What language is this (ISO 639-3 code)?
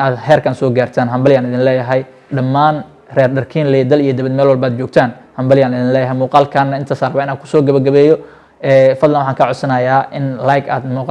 som